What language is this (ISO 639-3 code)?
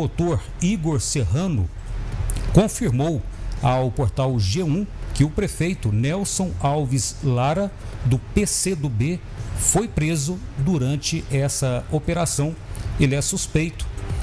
por